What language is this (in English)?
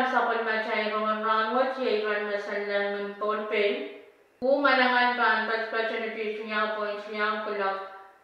Pohnpeian